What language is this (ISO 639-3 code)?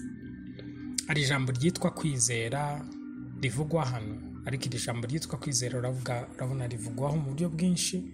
kin